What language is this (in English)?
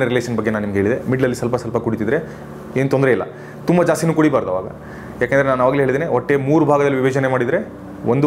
Kannada